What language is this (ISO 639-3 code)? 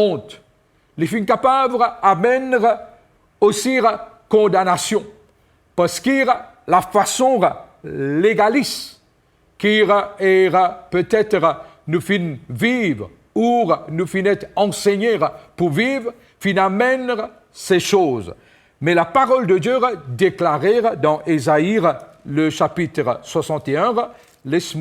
mfe